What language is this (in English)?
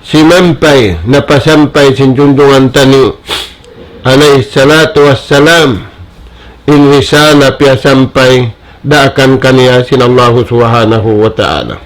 Tausug